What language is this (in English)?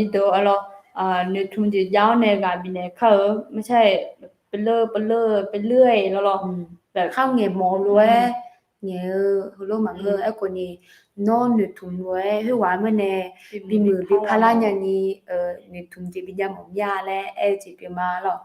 Akha